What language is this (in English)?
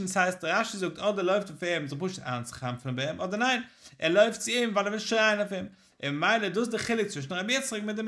Yiddish